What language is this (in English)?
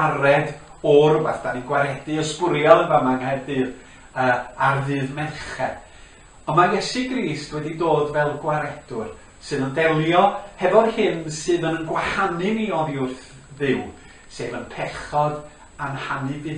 Welsh